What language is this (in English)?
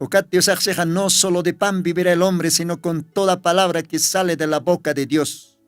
Aymara